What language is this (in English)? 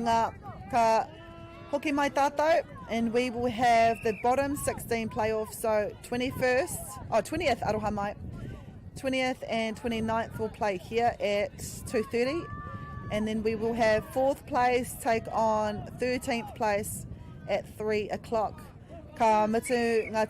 Māori